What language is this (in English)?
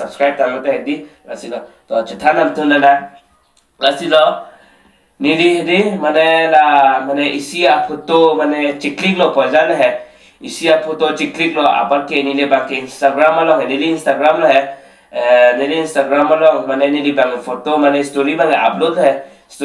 Karbi